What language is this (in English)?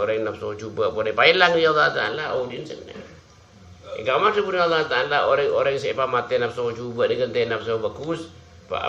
Madurese